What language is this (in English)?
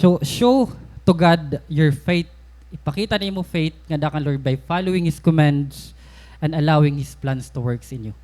Waray